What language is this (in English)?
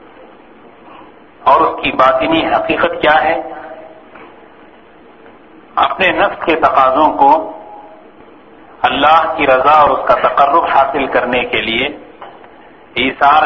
Urdu